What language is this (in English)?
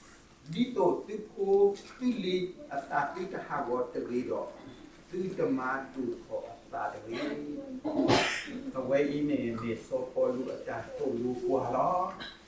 S'gaw Karen